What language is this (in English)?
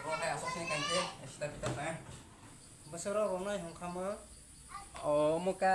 Kok Borok